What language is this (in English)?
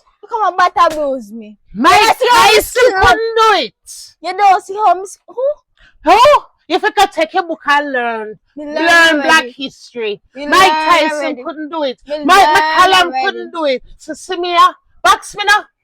Jamaican Creole English